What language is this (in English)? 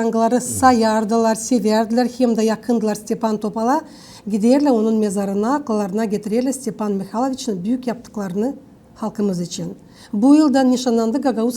Gagauz